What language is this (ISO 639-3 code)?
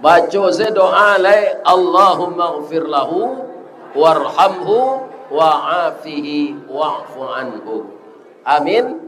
min